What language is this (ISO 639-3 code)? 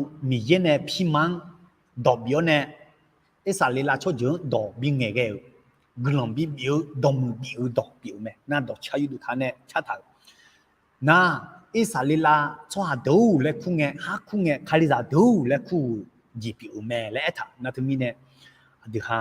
ahk